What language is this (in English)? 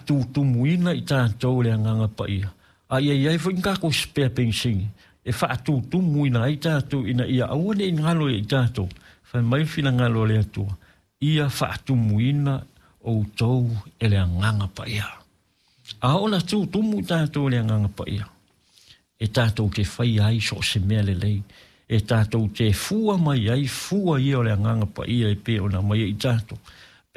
Samoan